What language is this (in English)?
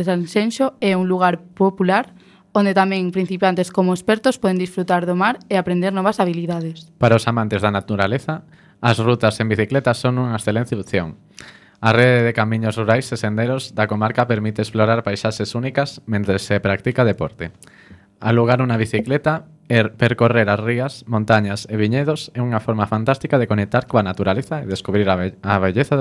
Galician